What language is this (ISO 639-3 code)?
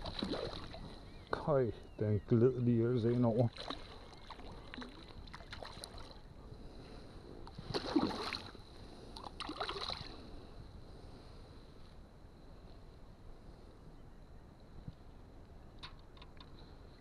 dan